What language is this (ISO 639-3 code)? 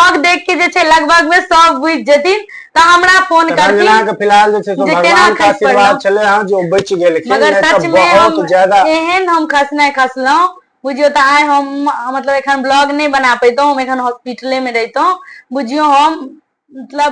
mai